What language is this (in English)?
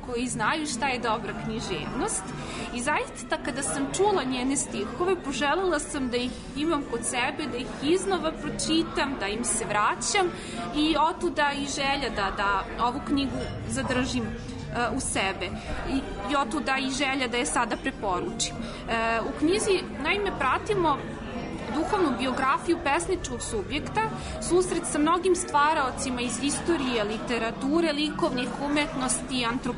Serbian